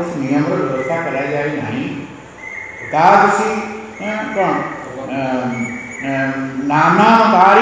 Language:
Odia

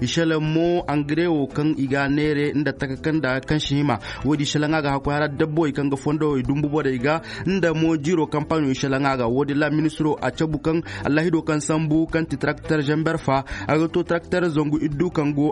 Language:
Zarma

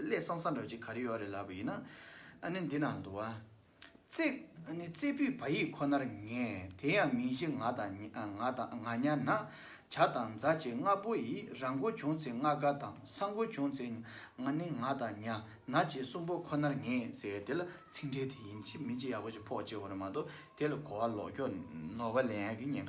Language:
Tibetan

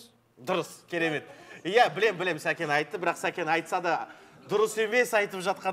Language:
Kazakh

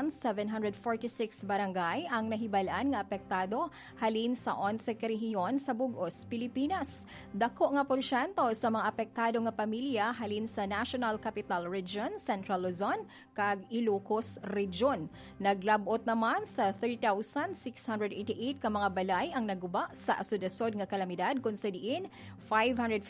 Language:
Hiligaynon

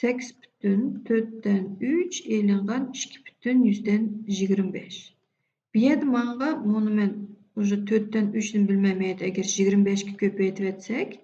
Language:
Uyghur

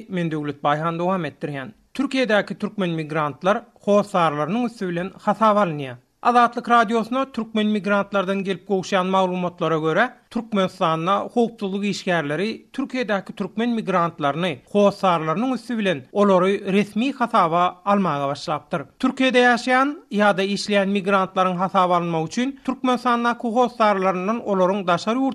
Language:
Turkmen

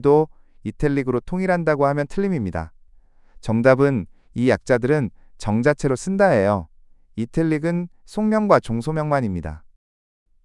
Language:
Korean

